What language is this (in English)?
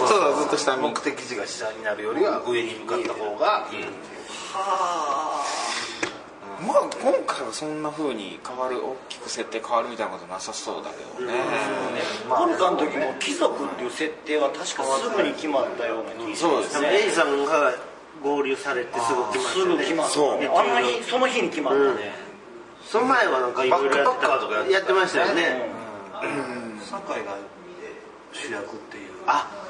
Japanese